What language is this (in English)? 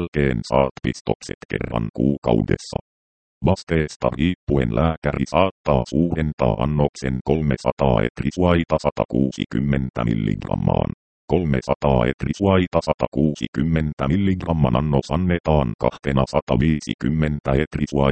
Finnish